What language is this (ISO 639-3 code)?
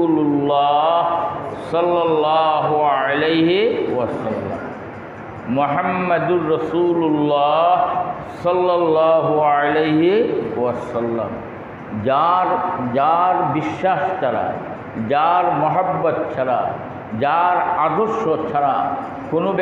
ben